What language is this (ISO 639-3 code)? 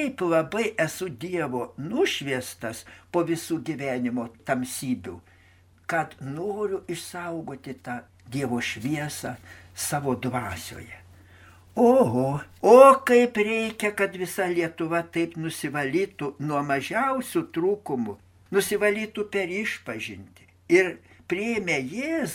lit